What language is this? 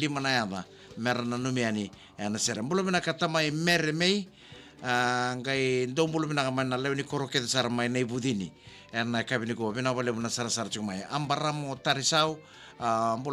Fijian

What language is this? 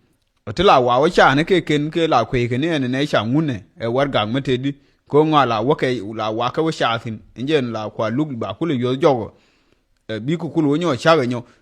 Nuer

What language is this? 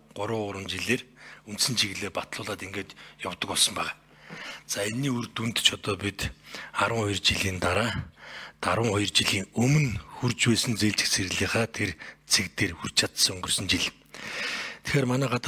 Mongolian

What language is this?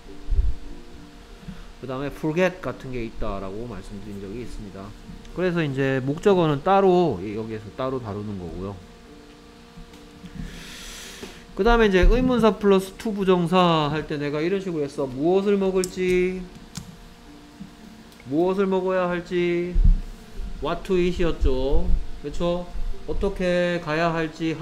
Korean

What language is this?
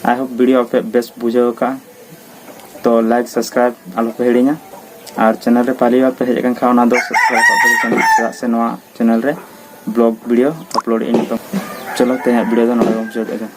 Santali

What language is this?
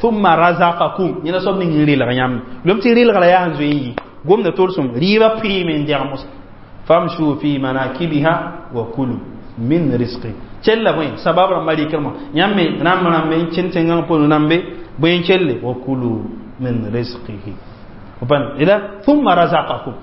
Mossi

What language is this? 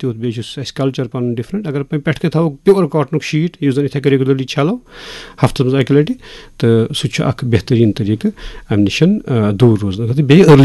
Kashmiri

